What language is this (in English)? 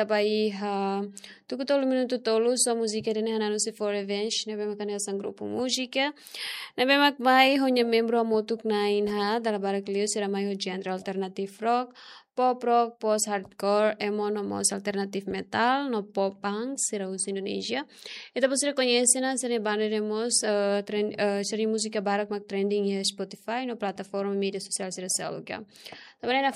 Tetum